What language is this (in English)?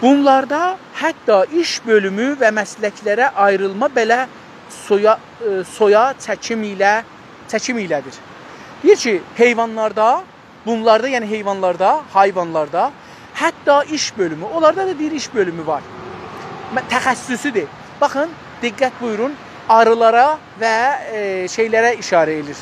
South Azerbaijani